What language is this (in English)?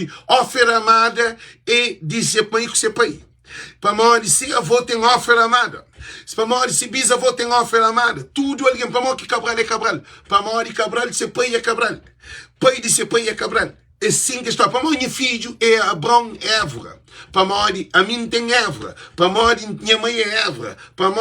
Kabuverdianu